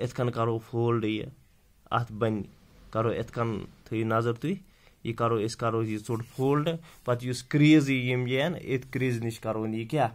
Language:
Kashmiri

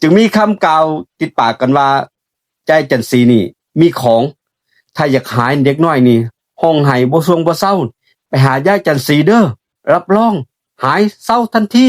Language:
Lao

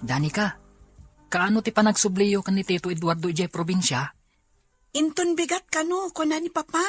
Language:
Iloko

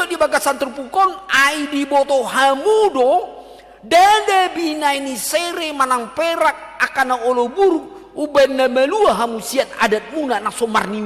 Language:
Batak Toba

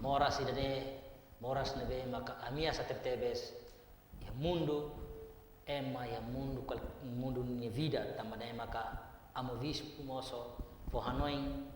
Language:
Tetum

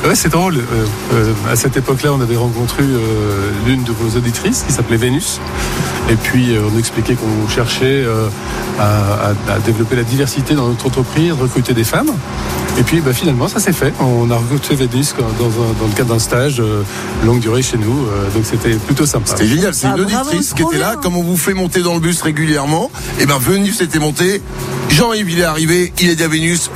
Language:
French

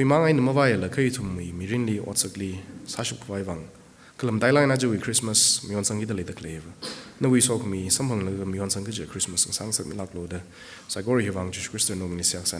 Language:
Tangkhul Naga (India)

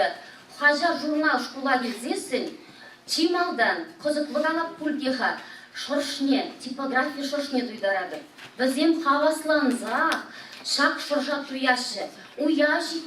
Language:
Chuvash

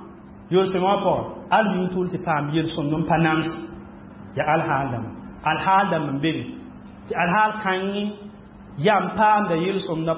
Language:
Mossi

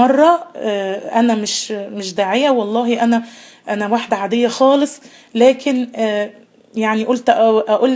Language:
Egyptian Arabic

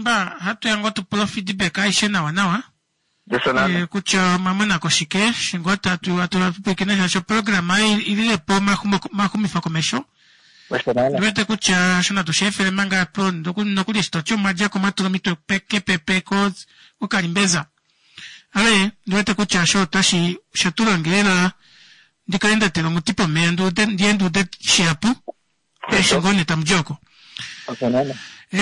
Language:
Kuanyama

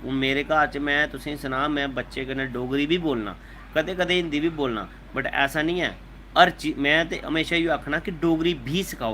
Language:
Dogri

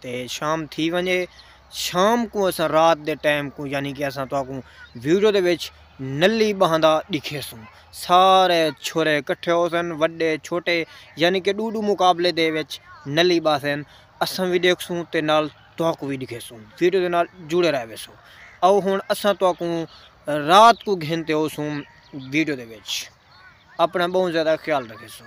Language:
Saraiki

